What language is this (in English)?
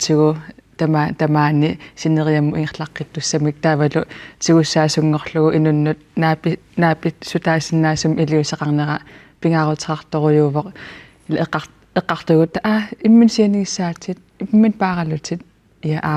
Kalaallisut